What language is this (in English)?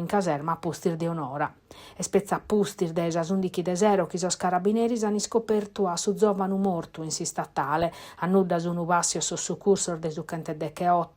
Sardinian